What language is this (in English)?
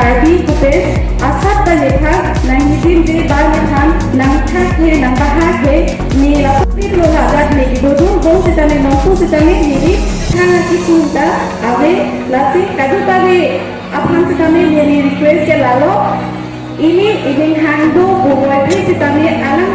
Karbi